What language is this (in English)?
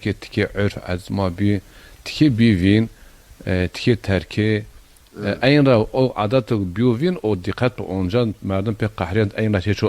Zaza